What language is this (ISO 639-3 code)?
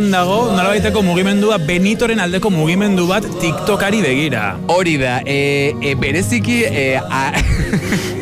eus